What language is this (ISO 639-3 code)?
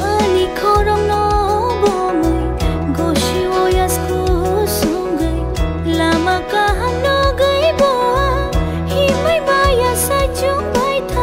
trp